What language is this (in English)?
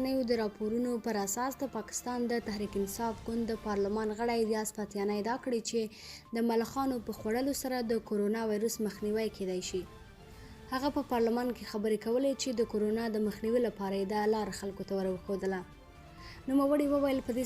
Pashto